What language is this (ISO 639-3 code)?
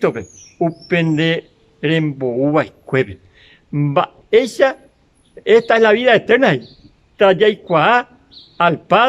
grn